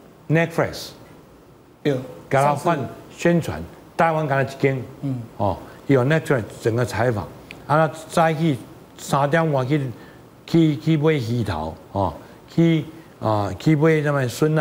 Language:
Chinese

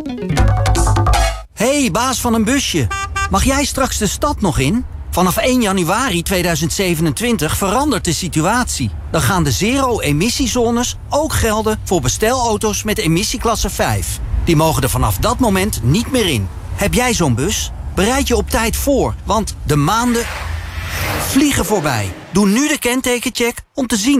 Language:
Dutch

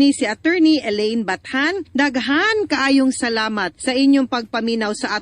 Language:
Cebuano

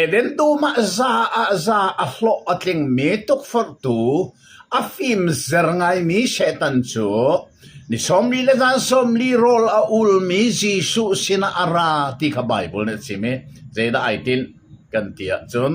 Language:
Hakha Chin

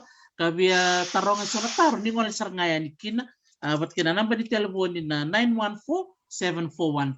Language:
Fijian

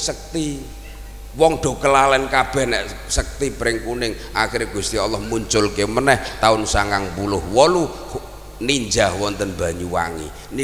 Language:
Javanese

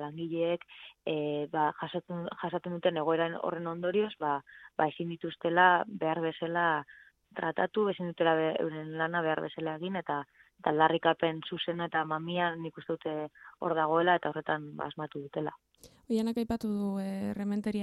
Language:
Basque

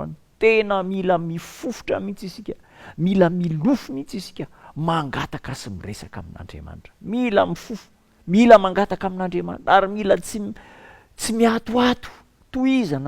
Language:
Malagasy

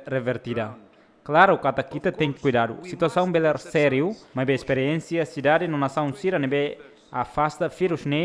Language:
Tetum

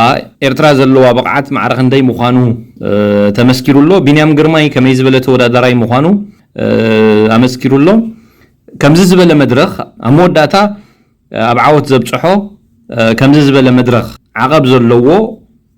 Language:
Tigrinya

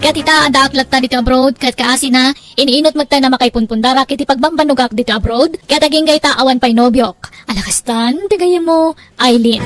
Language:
Iloko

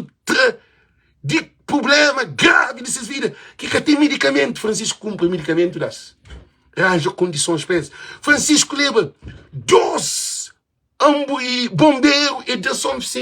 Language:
Kabuverdianu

